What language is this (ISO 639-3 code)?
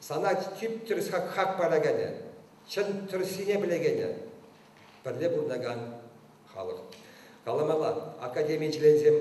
chv